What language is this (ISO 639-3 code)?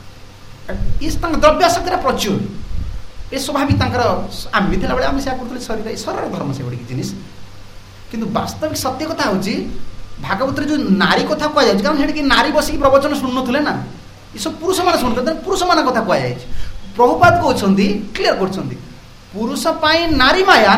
ori